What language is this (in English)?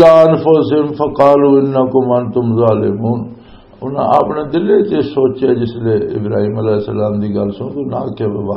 Western Panjabi